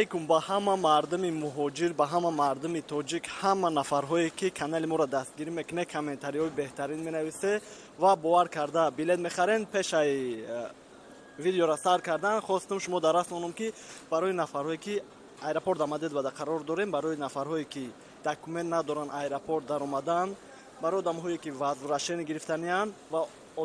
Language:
Tajik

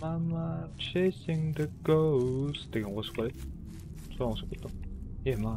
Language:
Kara-Kalpak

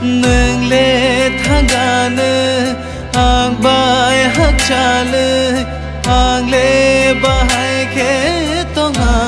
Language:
Kok Borok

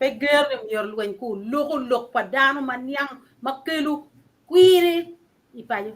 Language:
Acoli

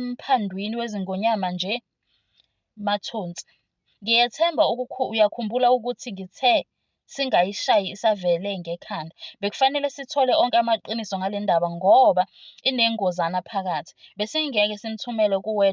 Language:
Zulu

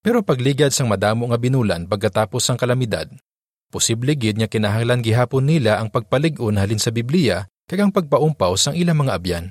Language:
Hiligaynon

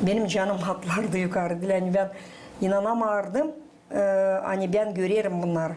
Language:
Gagauz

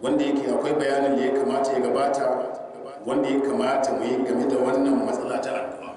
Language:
Hausa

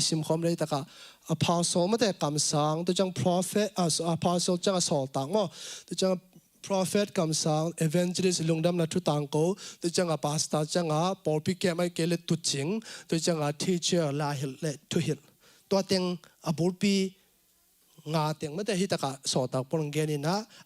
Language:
Tedim Chin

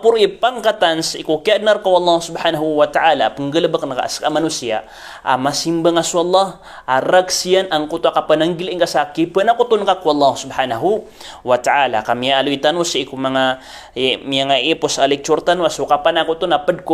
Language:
Maranao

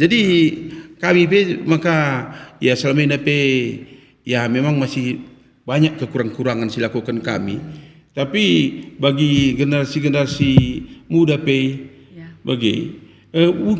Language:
Batak Karo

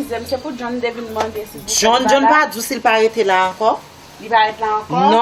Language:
Haitian Creole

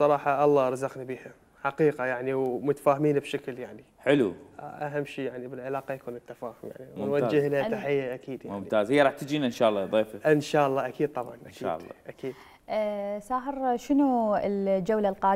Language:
Mesopotamian Arabic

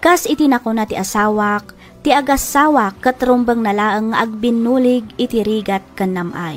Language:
Iloko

